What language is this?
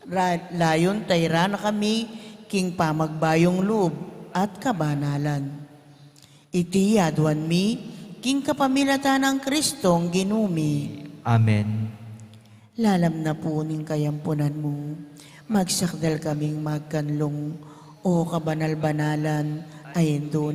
Pampanga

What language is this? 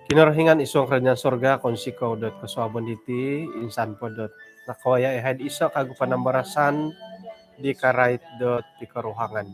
Central Dusun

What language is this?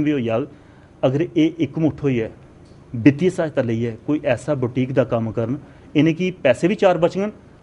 Dogri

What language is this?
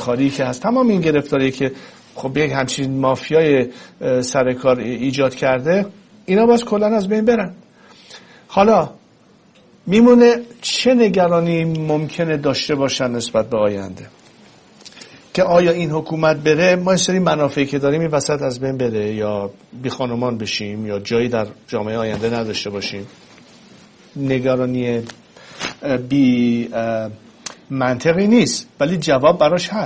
Persian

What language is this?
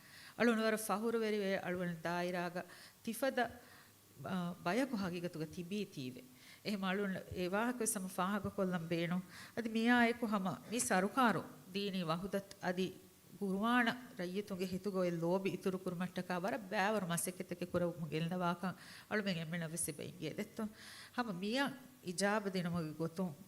Divehi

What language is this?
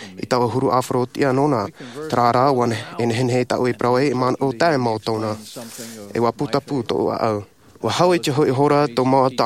Tahitian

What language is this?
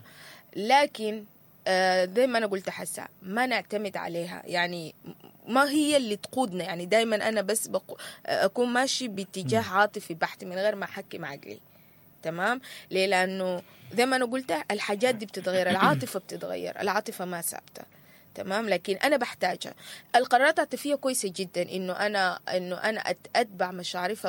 Sudanese Arabic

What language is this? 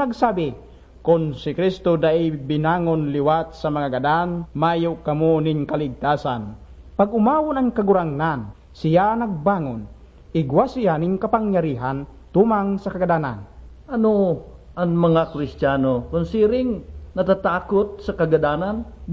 Bikol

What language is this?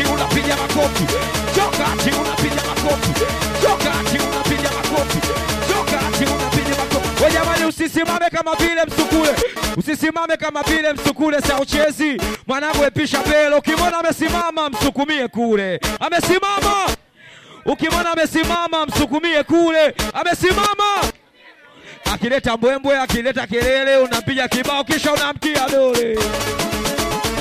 Swahili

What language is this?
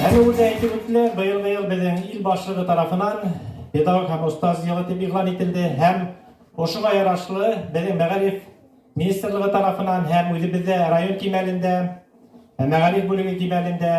Bashkir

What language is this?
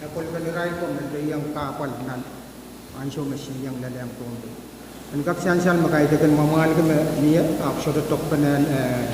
Pohnpeian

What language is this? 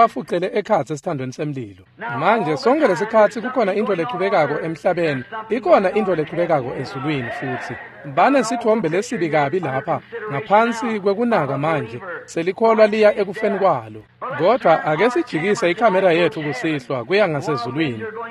Swati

